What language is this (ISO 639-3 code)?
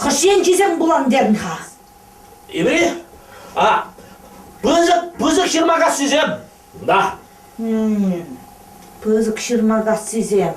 chv